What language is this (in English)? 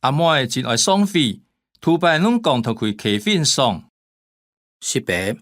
Hakka Chinese